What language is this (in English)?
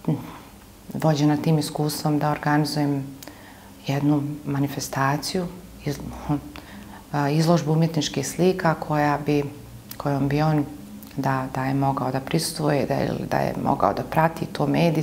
Bosnian